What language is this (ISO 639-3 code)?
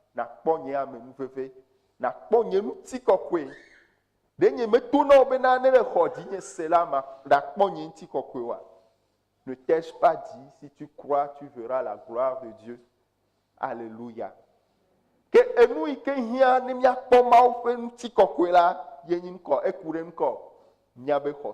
ewe